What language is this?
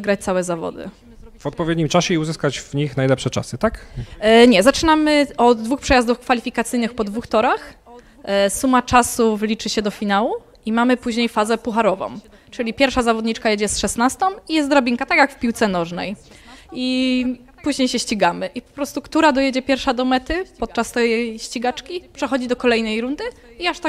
Polish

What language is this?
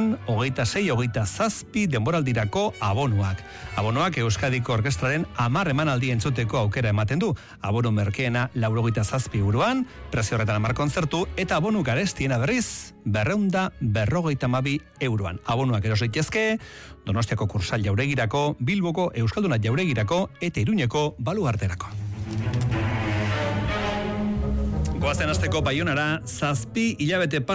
Basque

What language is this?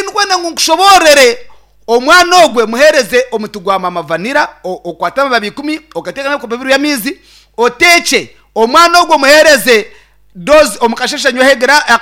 Nyankole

